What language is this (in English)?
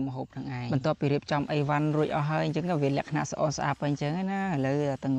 Khmer